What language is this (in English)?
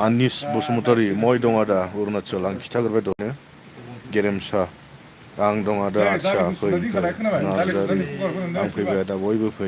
Bodo